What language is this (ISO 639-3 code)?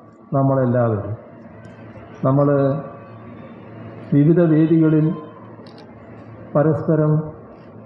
mal